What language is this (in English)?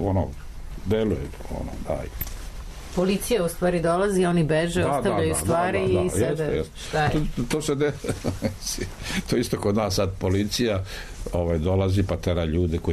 Serbian